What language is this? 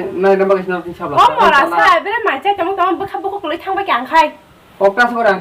Kok Borok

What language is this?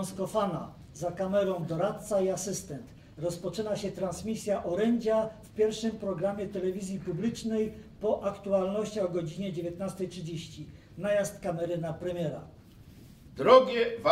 Silesian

